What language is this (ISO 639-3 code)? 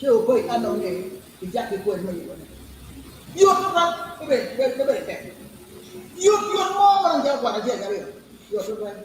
ach